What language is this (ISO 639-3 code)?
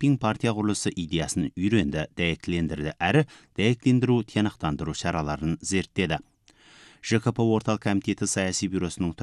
kaz